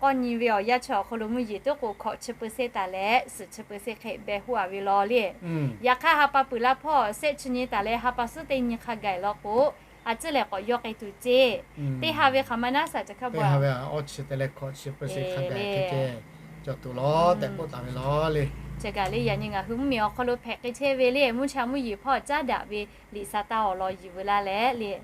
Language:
Lahu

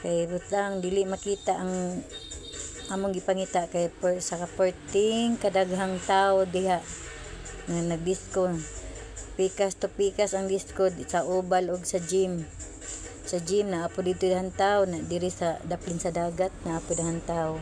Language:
Cebuano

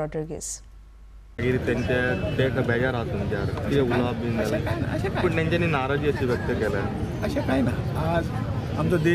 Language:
Konkani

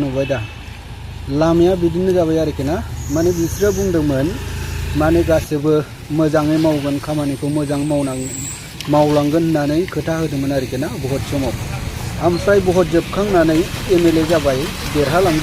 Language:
Bodo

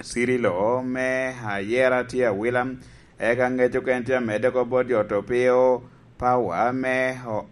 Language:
Lango (Uganda)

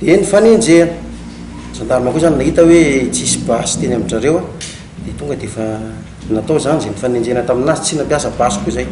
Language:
Malagasy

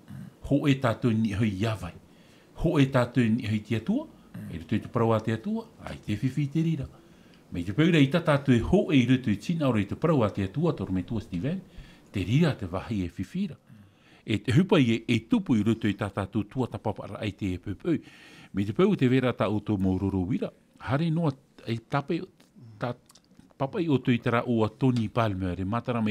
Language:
Tahitian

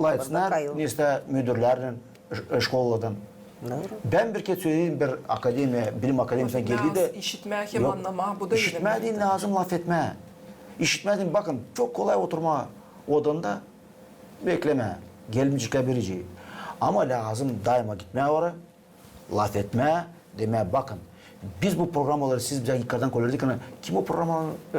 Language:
Gagauz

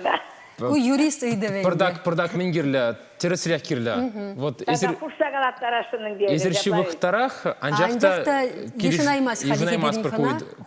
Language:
Chuvash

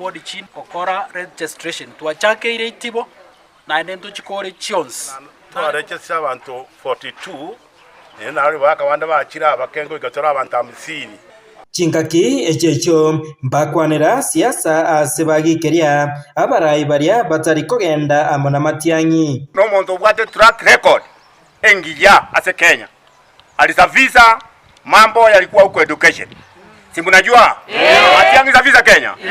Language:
Gusii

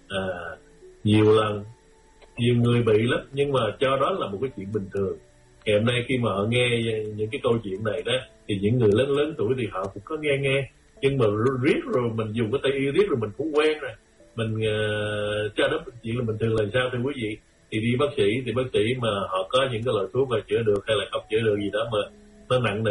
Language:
Vietnamese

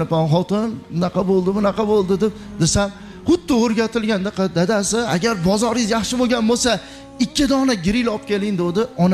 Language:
Uzbek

